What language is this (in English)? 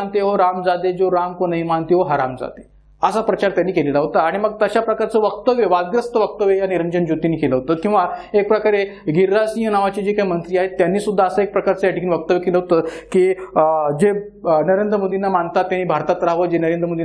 Marathi